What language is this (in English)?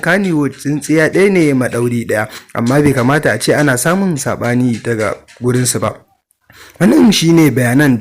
Hausa